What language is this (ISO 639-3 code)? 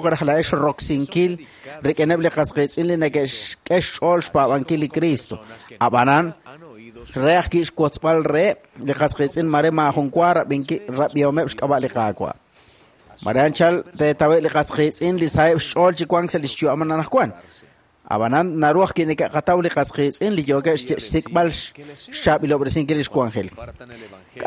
kek